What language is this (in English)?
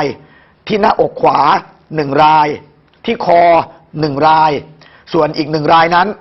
Thai